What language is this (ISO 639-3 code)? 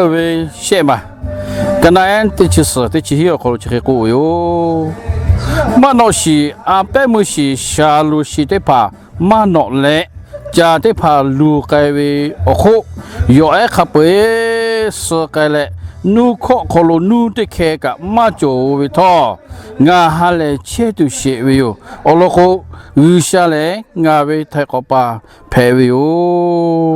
lhu